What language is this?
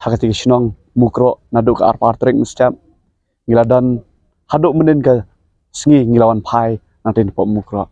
Khasi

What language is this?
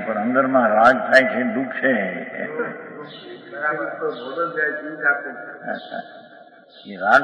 Gujarati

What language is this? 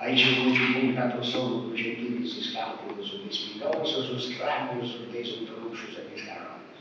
Sardinian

